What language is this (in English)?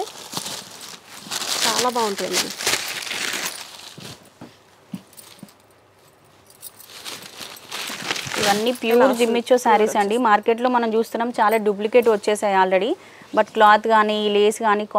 Telugu